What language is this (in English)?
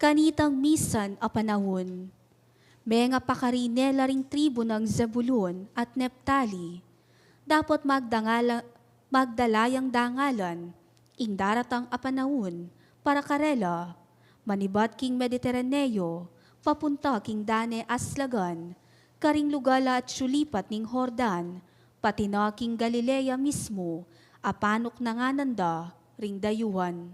Pampanga